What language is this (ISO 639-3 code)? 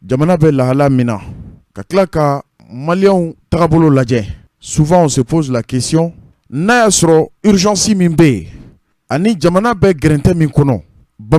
bam